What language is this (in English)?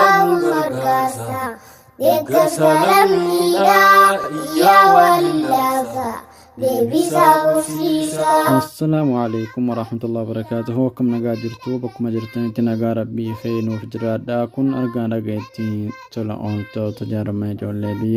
Oromo